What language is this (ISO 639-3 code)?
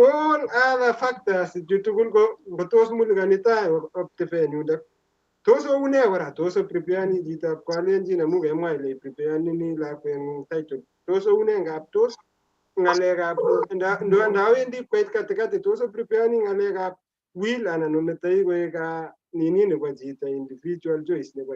kln